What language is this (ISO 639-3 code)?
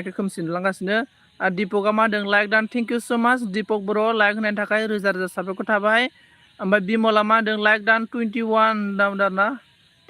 brx